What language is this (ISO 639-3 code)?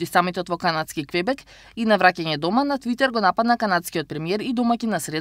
mkd